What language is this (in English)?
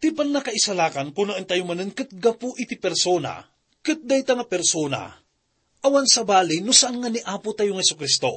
Iloko